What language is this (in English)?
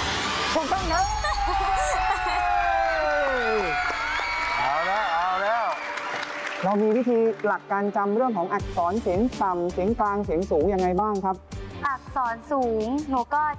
Thai